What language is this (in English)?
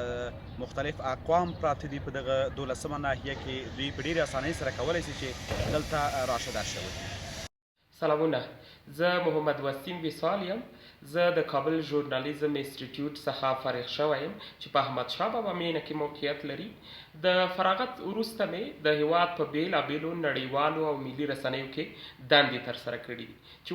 Pashto